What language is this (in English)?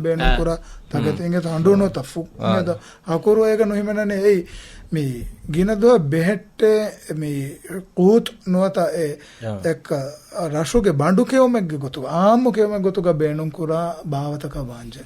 Divehi